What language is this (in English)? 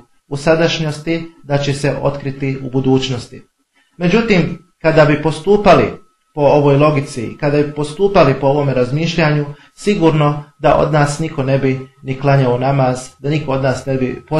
Bosnian